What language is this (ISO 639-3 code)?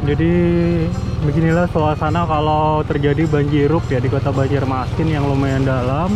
bjn